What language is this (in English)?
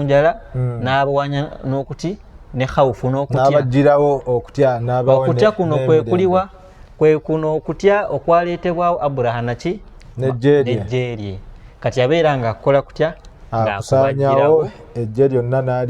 Ganda